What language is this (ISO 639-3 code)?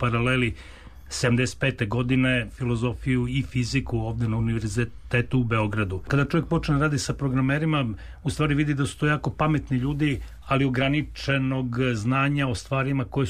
srp